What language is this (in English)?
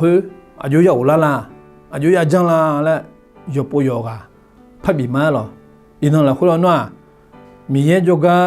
Akha